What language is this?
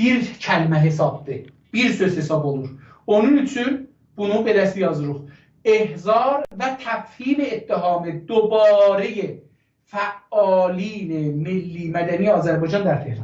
South Azerbaijani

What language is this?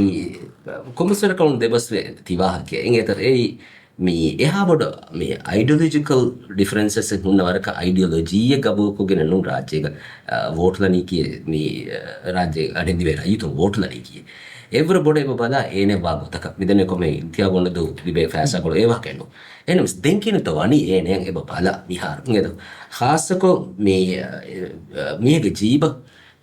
Divehi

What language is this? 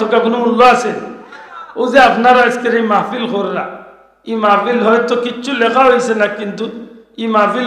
Sylheti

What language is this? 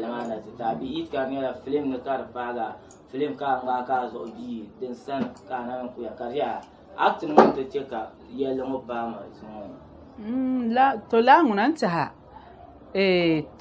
Dagbani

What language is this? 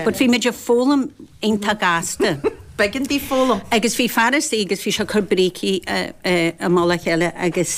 Irish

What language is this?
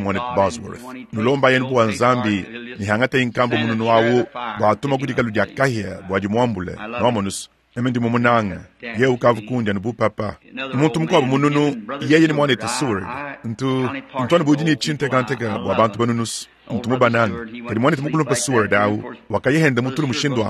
Luba-Lulua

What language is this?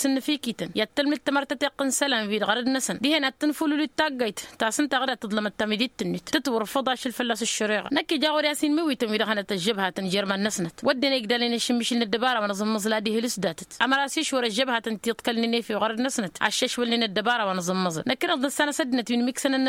Tamasheq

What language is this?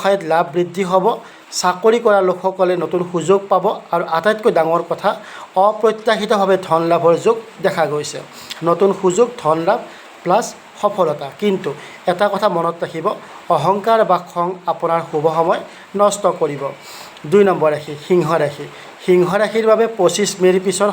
Assamese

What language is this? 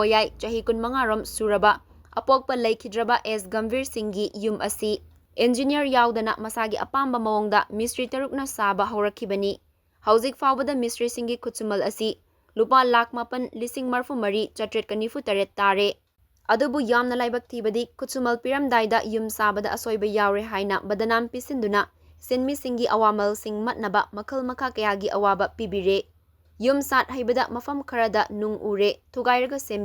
Manipuri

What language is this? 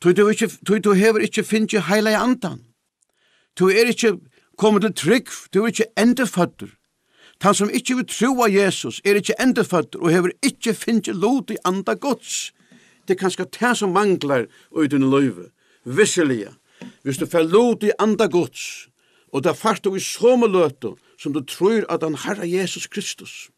Faroese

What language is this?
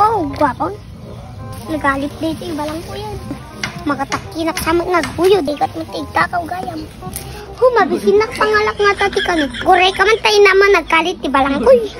Iloko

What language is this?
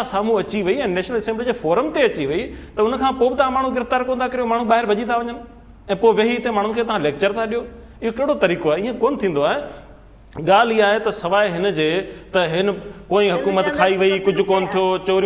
Sindhi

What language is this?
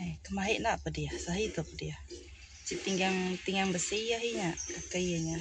Iban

